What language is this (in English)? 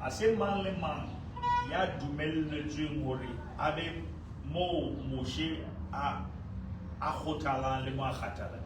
Southern Sotho